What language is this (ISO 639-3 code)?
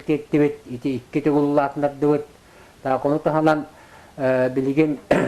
sah